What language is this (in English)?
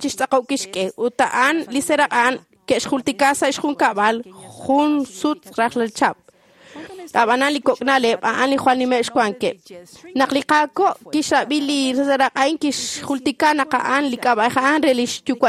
Kekchí